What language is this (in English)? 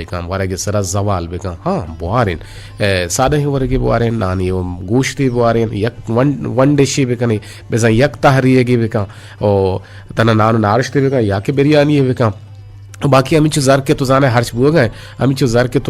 Eastern Balochi